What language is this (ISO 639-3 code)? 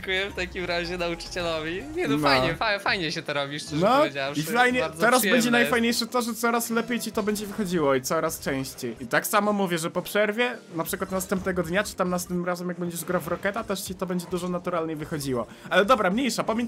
pol